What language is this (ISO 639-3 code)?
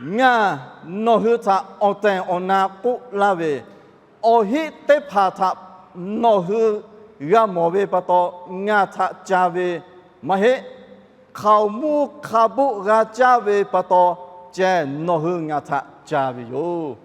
lhu